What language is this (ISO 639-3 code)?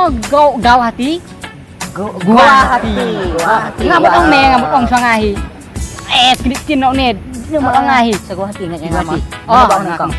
kha